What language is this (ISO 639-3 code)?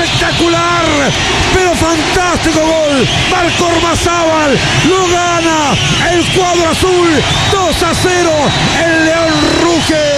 spa